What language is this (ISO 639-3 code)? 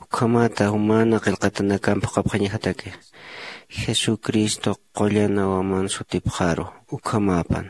aym